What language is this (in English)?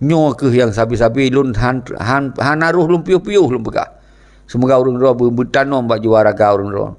Achinese